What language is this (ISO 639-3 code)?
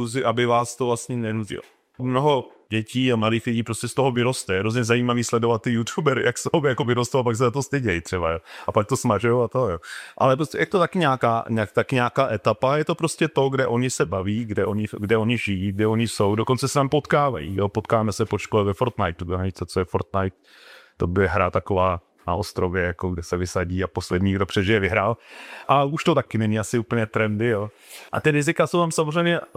ces